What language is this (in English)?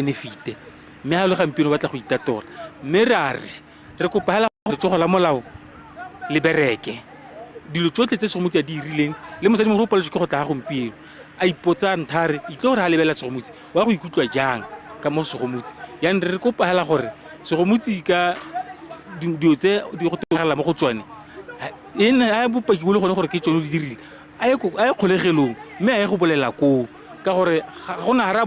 Tswana